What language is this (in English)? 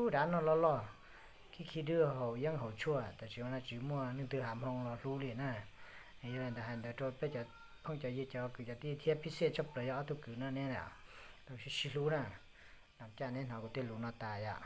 Hmong